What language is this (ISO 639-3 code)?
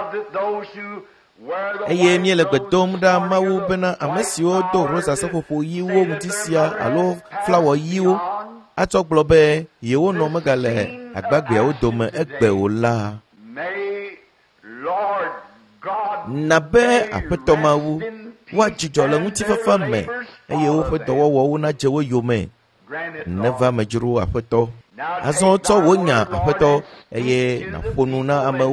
ewe